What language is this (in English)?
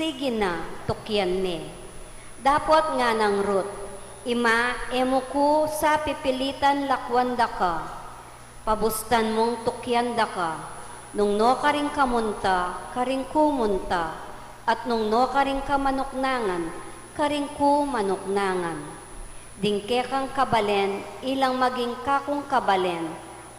Pampanga